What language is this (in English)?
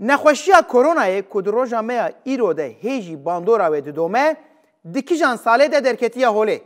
Kurdish